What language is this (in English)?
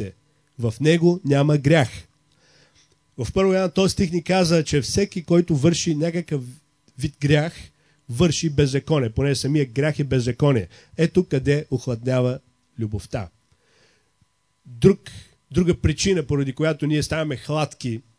Bulgarian